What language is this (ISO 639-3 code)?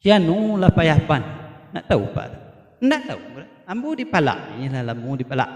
min